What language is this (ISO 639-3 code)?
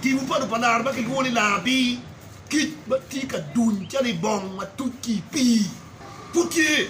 ach